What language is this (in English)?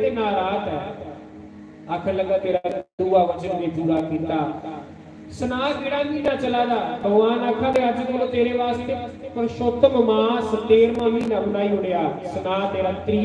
Dogri